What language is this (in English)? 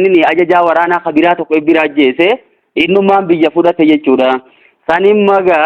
Oromo